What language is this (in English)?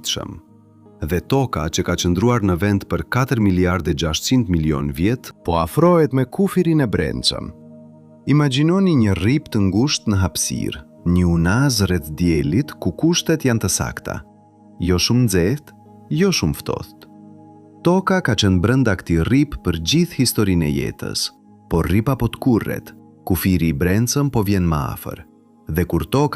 Albanian